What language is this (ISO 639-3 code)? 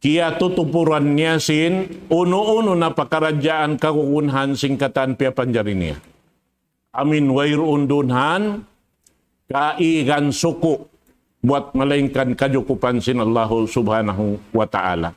tsg